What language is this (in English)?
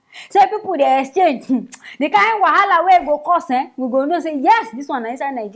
Nigerian Pidgin